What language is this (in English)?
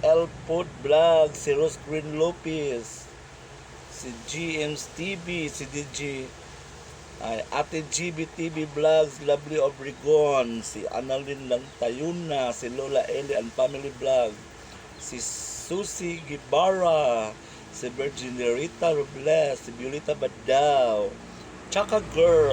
Cebuano